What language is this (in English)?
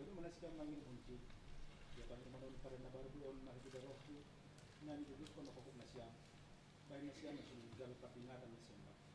Batak Simalungun